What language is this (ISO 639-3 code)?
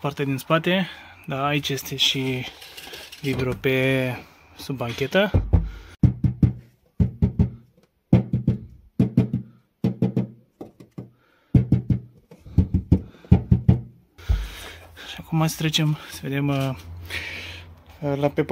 ron